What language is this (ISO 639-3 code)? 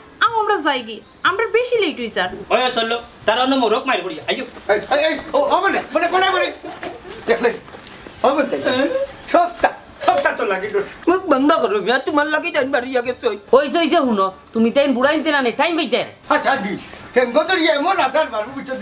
syl